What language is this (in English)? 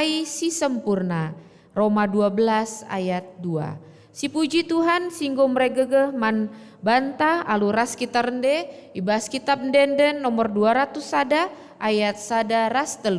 Batak Karo